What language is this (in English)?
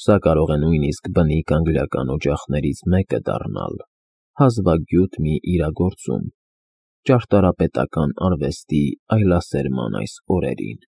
Armenian